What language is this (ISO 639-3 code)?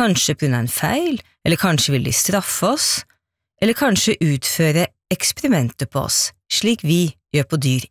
nor